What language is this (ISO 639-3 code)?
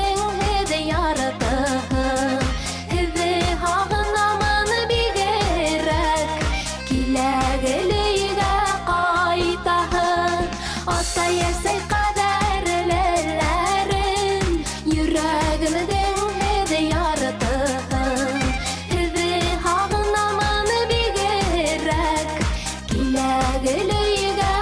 bak